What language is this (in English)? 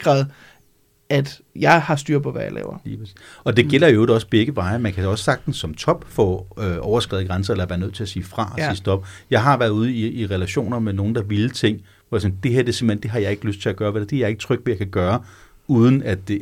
Danish